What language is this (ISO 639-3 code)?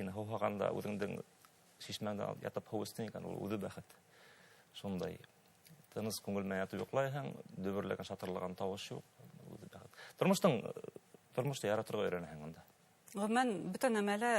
bak